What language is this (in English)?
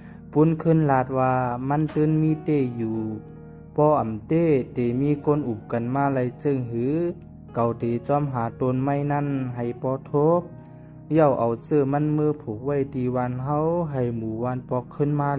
Shan